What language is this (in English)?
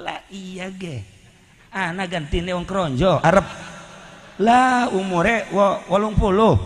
Sundanese